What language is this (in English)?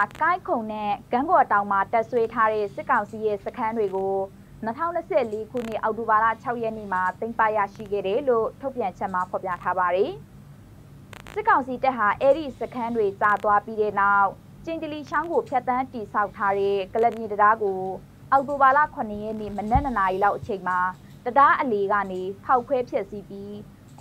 Burmese